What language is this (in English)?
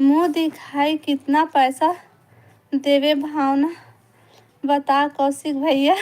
Chhattisgarhi